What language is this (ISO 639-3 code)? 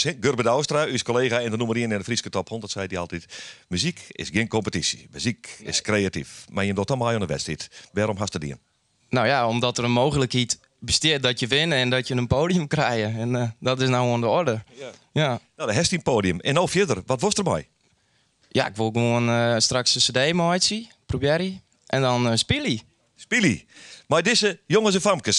fry